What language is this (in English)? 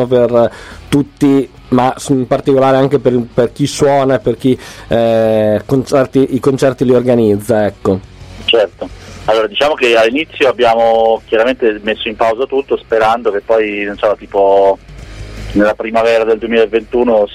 Italian